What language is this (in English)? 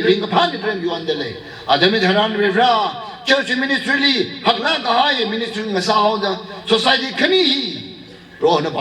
Tangkhul Naga (India)